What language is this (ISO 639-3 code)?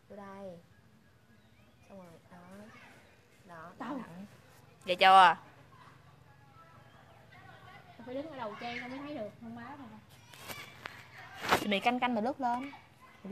vie